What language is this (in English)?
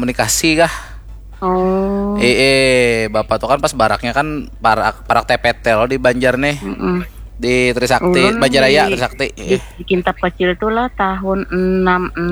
Banjar